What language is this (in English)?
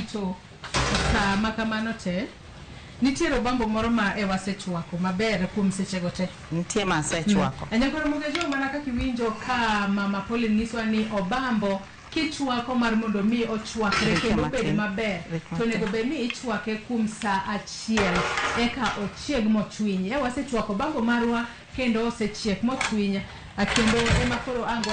Luo (Kenya and Tanzania)